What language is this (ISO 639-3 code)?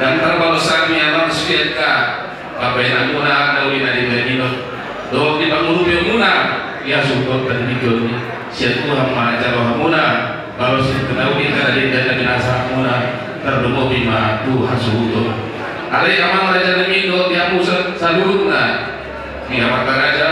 bbc